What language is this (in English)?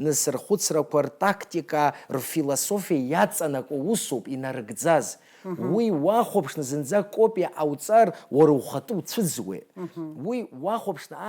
Abkhazian